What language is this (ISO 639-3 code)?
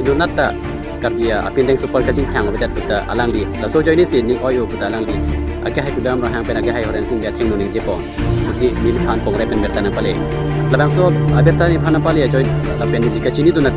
mjw